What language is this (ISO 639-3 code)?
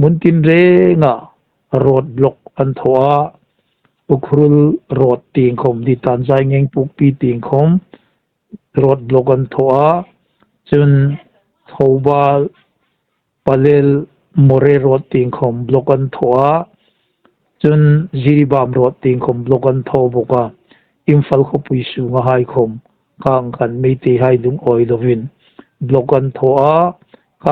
hmr